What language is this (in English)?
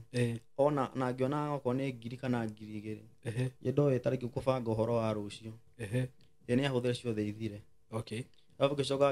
Kikuyu